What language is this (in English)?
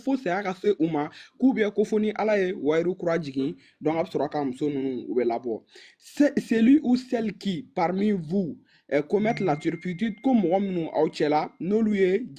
Bambara